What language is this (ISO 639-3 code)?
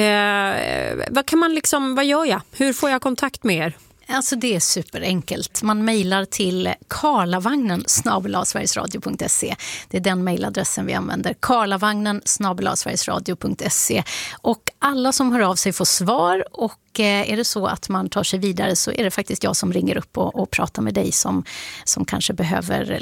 swe